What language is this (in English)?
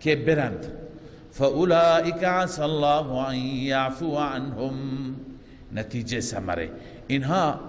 Persian